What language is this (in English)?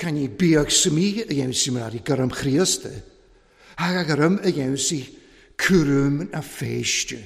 Welsh